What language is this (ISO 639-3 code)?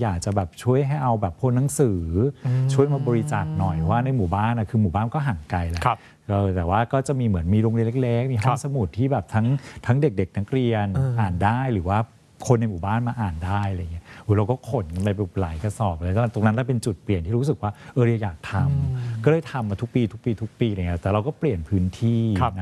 tha